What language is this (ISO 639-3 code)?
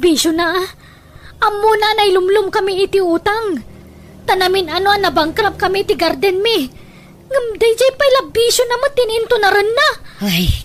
ilo